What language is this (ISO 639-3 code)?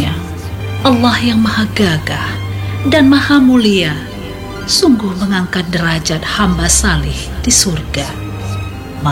ind